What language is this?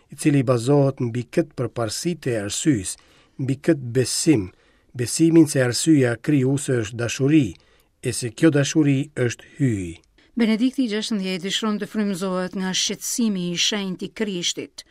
Albanian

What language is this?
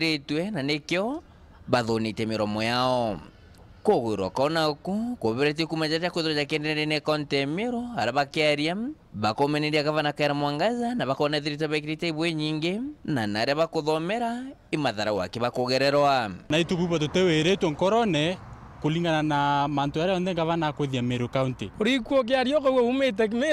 Meru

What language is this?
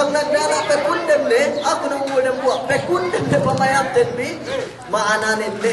Yakan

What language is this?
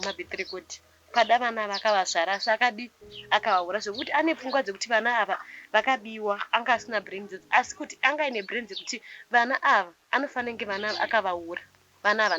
Shona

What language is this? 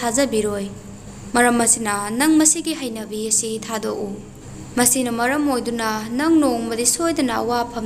Manipuri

